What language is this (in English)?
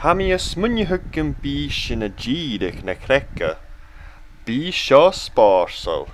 Scottish Gaelic